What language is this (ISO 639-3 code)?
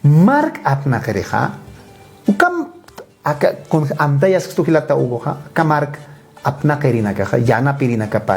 aym